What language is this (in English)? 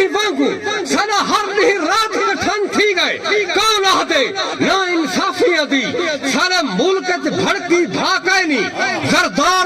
Saraiki